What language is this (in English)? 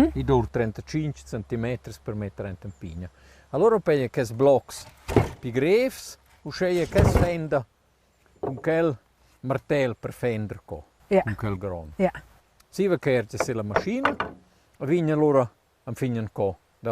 Romansh